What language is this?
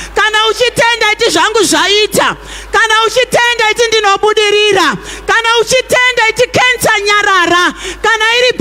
Shona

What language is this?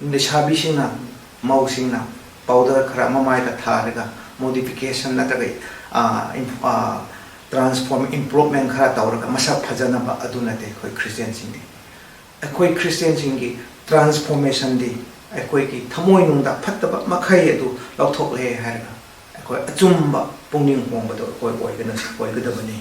Manipuri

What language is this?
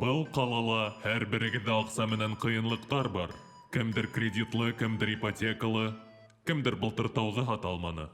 Bashkir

